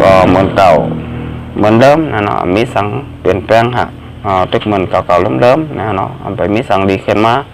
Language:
Shan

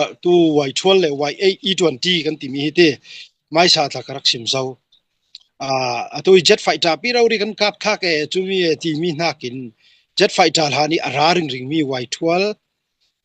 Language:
Falam Chin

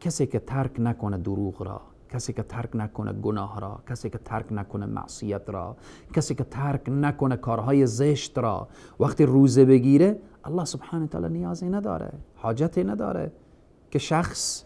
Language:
Persian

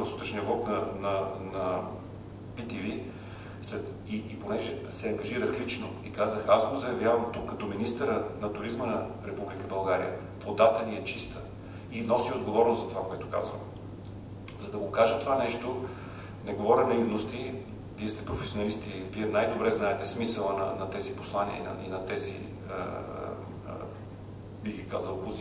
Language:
Bulgarian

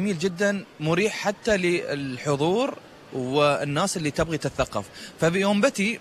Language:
Gulf Arabic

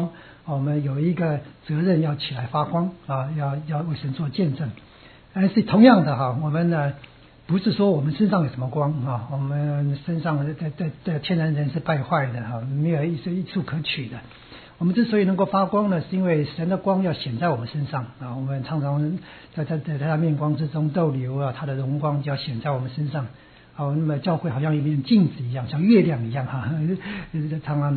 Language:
Chinese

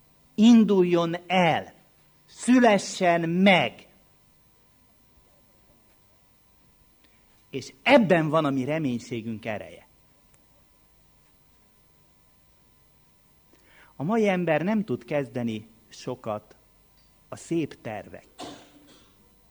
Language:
Hungarian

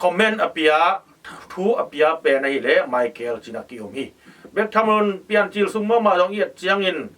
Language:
Tedim Chin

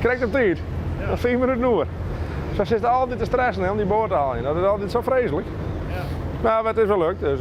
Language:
Western Frisian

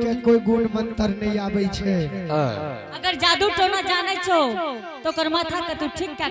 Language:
Angika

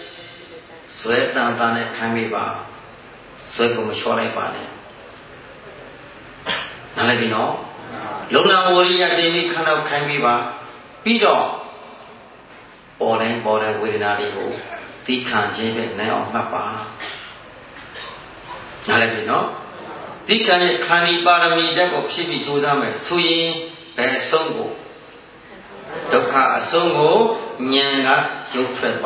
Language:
Burmese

